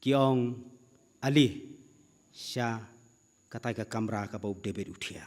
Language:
Khasi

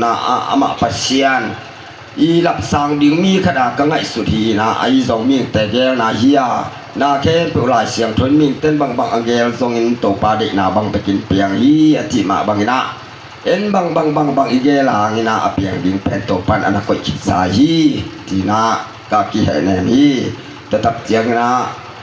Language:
Tedim Chin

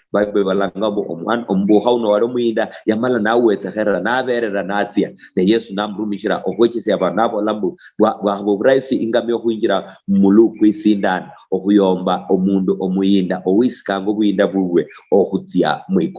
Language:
Luyia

